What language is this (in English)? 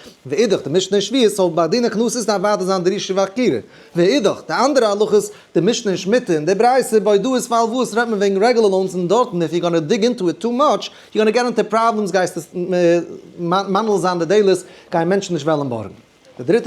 Yiddish